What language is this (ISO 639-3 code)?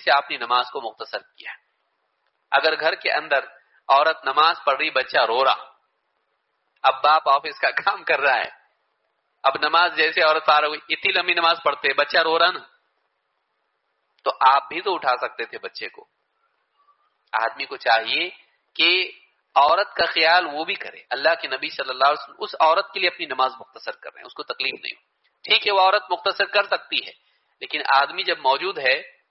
urd